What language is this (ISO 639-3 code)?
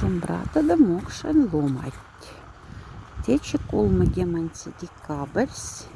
mdf